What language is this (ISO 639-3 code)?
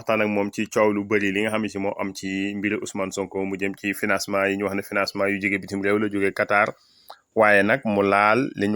wol